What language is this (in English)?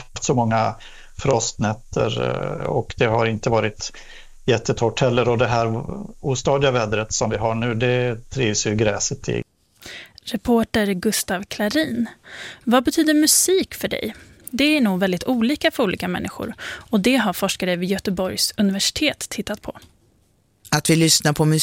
Swedish